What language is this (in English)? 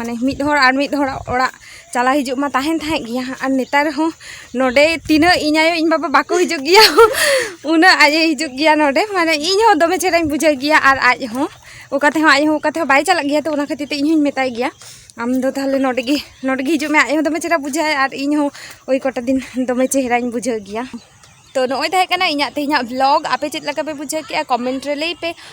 Santali